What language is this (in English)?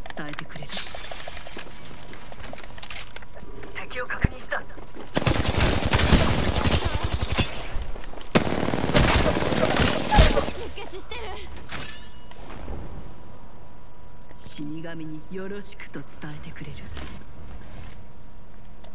Japanese